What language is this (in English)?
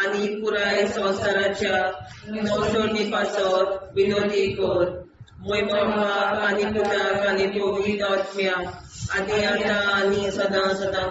Konkani